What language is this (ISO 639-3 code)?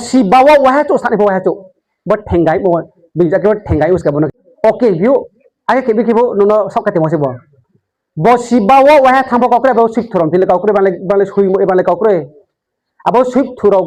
ria